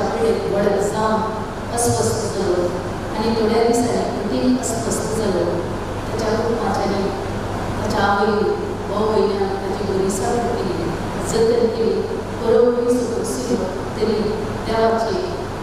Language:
Konkani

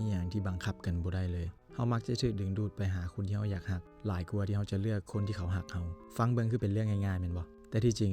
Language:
Lao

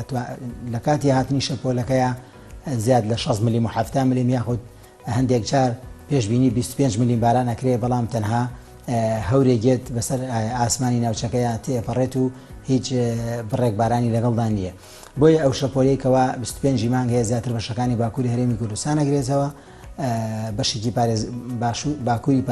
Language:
Central Kurdish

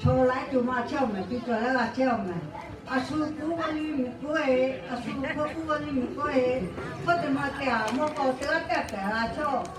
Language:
Lahu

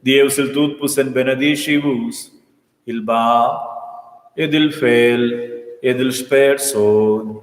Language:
Romansh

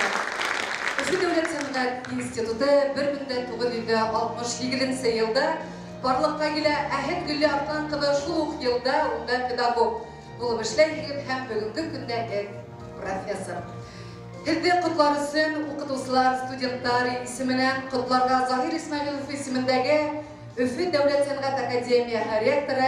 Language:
Bashkir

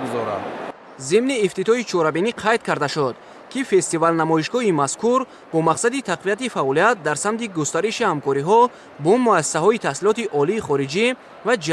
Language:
Tajik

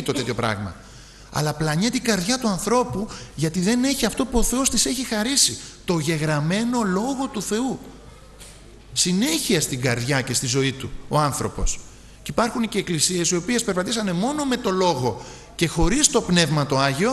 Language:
Greek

